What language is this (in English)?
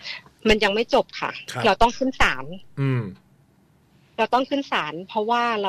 Thai